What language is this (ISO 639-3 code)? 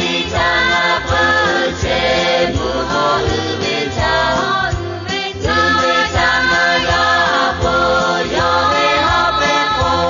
lhu